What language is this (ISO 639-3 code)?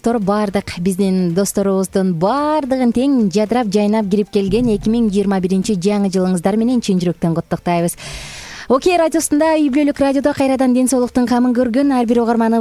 kir